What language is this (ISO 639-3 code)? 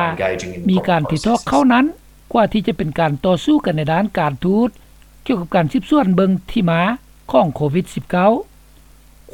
lao